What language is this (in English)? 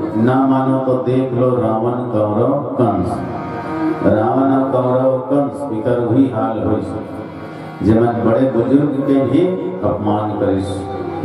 Chhattisgarhi